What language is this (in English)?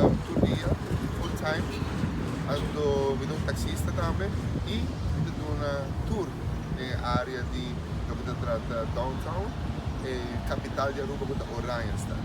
Papiamento